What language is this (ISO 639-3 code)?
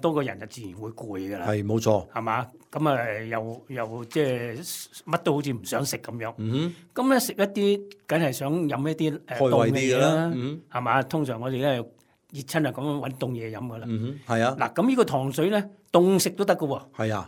yue